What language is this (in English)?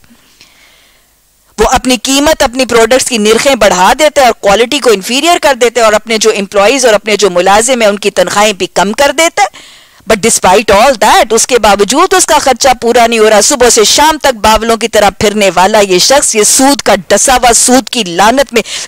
Urdu